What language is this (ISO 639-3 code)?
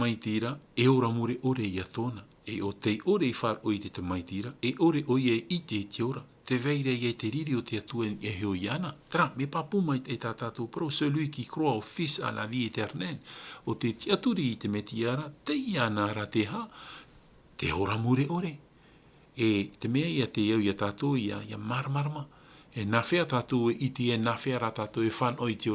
tah